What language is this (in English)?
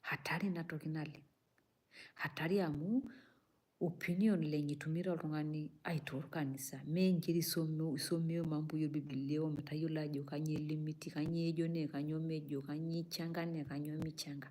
Masai